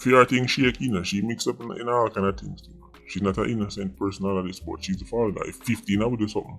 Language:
Jamaican Creole English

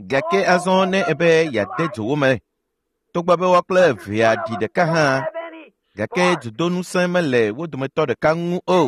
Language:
Ewe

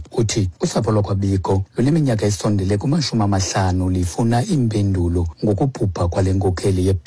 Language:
Xhosa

